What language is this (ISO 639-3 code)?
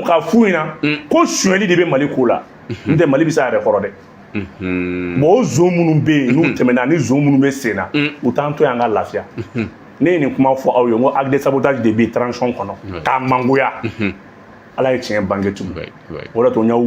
bam